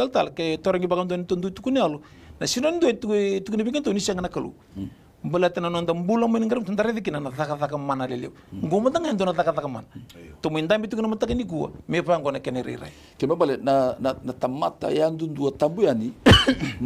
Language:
Fijian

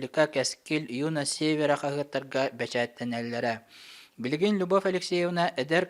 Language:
Yakut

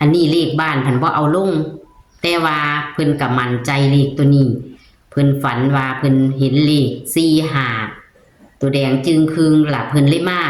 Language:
Northeastern Thai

